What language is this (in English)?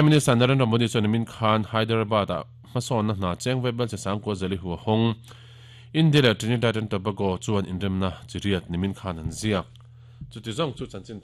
Mizo